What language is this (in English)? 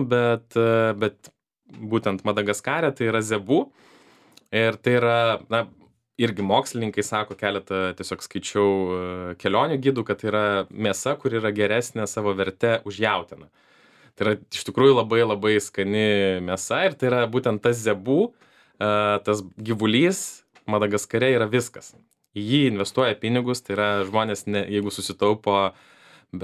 Lithuanian